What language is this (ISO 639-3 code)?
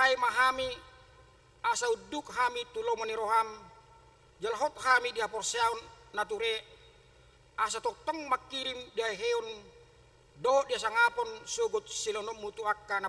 bbc